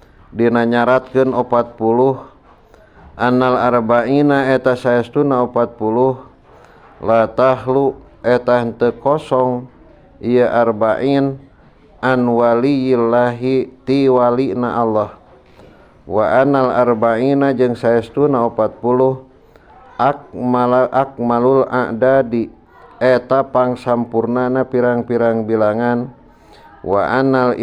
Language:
Sundanese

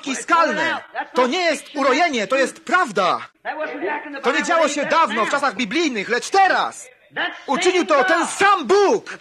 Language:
Polish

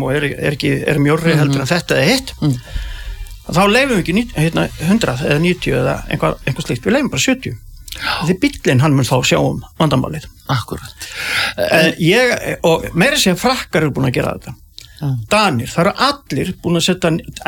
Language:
Icelandic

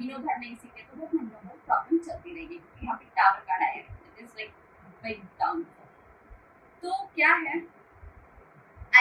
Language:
Hindi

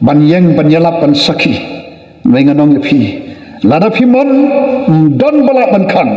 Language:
Khasi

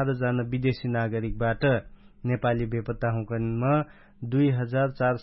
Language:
Dangaura Tharu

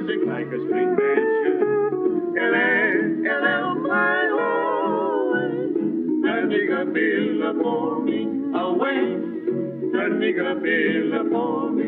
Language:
Hawaiian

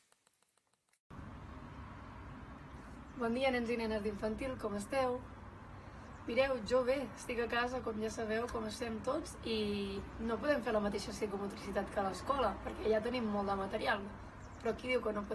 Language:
Catalan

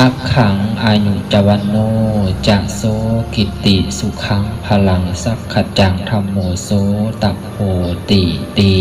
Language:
Lao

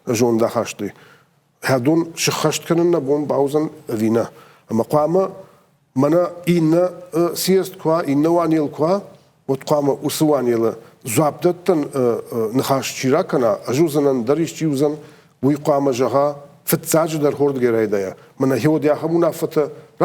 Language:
Ossetic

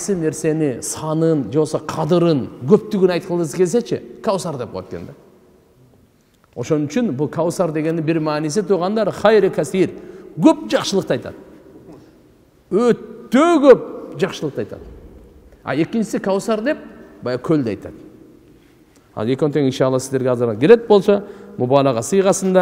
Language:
Kyrgyz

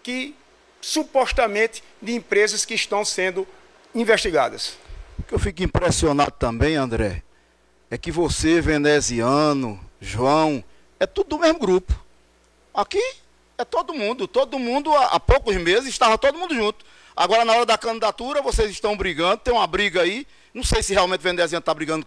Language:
Portuguese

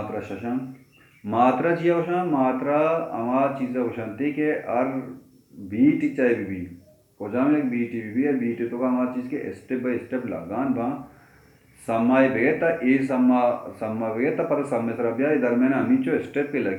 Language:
Baluchi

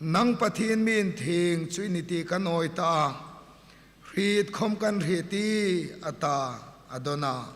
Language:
Hmar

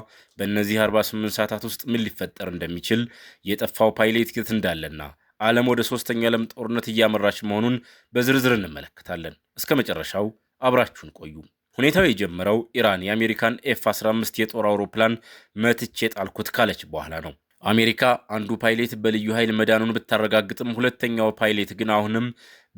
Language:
Amharic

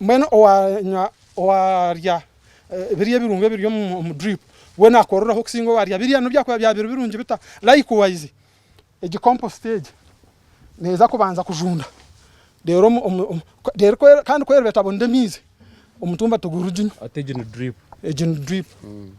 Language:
Nyankole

